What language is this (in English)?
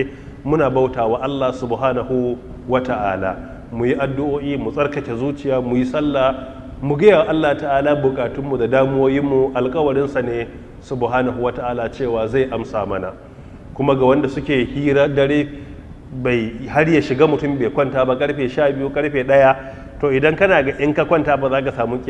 Hausa